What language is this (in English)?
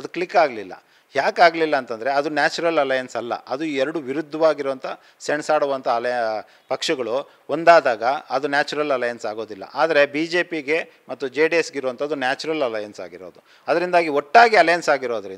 Kannada